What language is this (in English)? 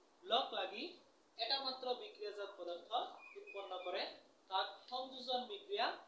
Assamese